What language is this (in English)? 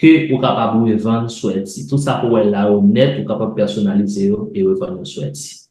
Haitian Creole